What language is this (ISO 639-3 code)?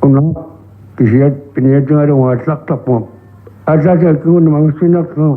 kal